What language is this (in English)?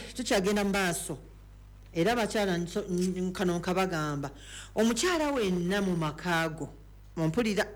Ganda